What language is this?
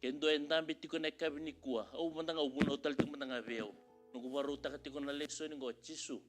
Fijian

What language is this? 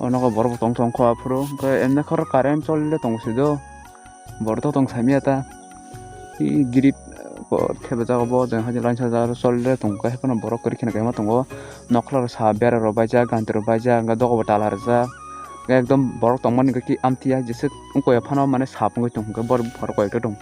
Kok Borok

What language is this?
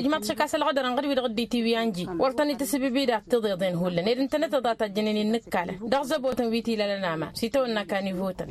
Tamasheq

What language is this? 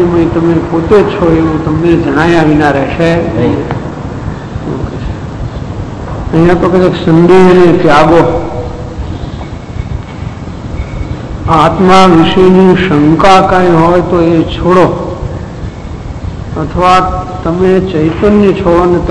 Gujarati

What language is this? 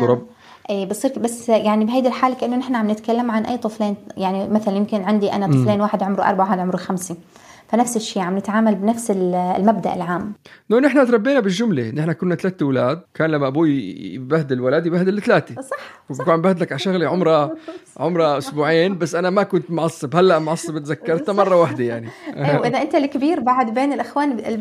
North Levantine Arabic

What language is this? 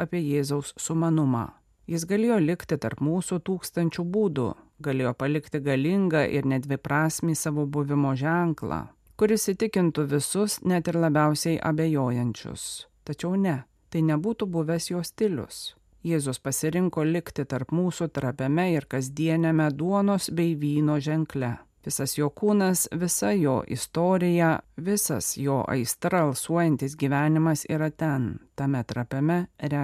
Lithuanian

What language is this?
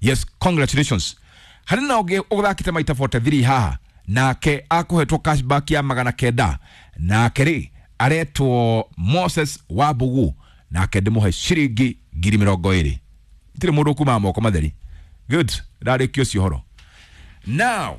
Kikuyu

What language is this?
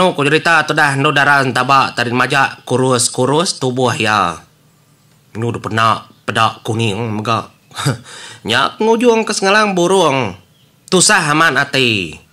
Iban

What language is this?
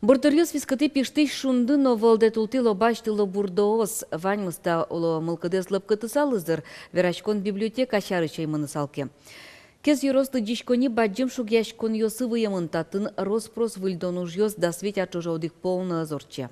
Udmurt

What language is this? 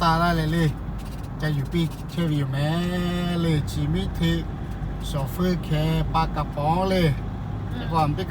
Lahu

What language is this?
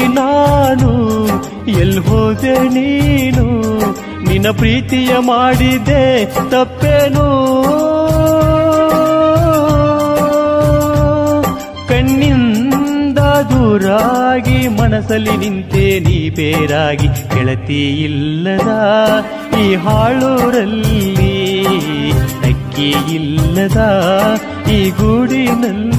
Kannada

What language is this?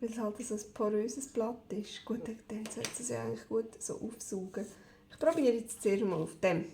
Swiss German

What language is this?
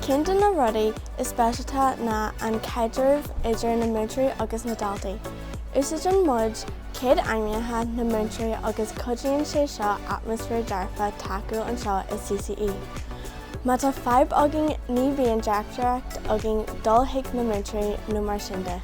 Irish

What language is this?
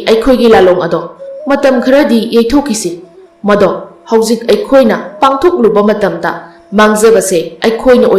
Manipuri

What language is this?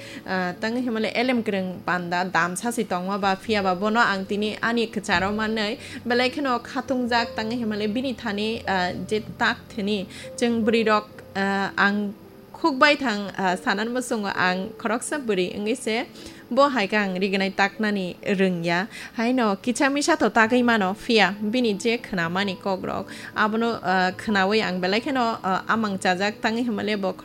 Kok Borok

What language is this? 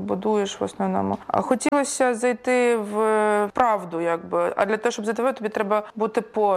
Ukrainian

